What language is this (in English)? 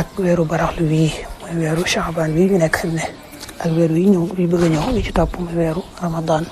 Wolof